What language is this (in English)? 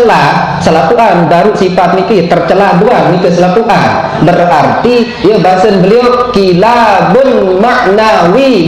Sasak